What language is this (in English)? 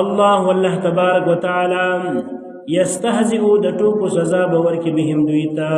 Pashto